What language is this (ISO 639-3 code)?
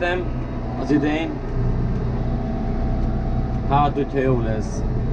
hun